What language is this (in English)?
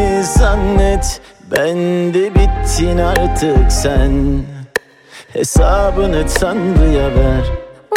Turkish